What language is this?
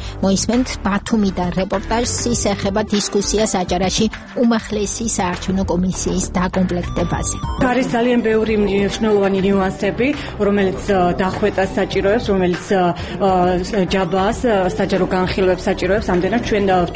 Georgian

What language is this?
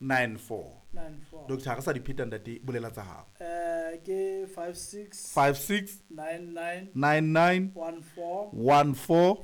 Southern Sotho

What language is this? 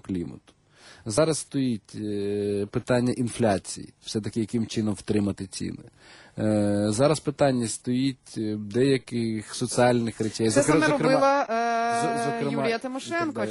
Ukrainian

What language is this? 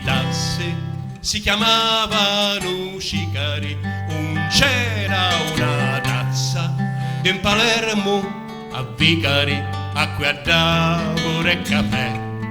Sicilian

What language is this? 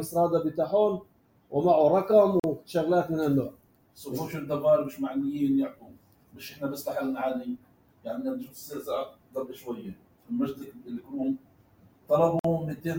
North Levantine Arabic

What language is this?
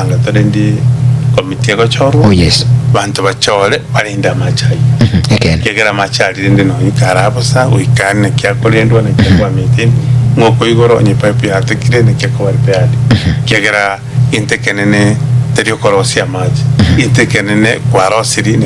Gusii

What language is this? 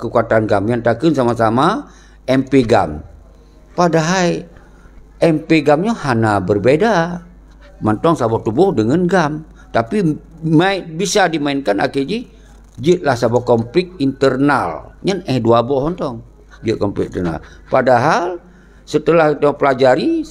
Achinese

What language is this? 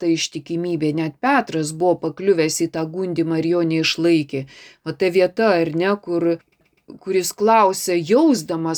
Lithuanian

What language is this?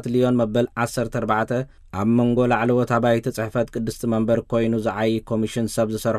Tigrinya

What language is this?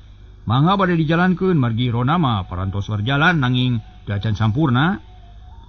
Sundanese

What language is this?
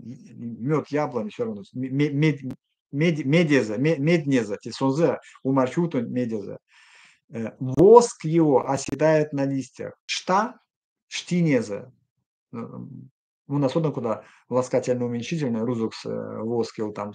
Erzya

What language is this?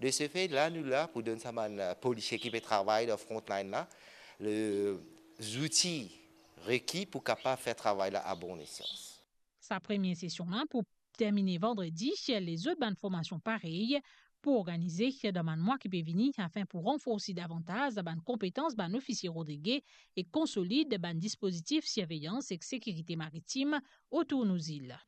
Morisyen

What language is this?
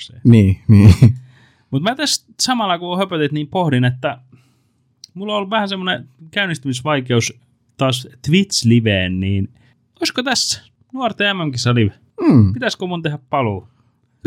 Finnish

